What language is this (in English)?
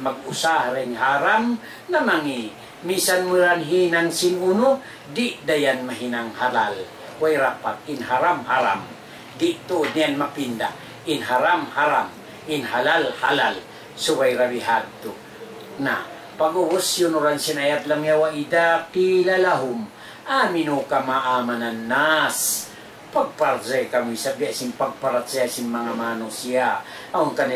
Tausug